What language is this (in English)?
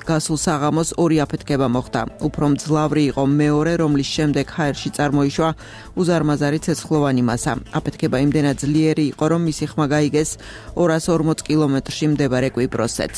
Georgian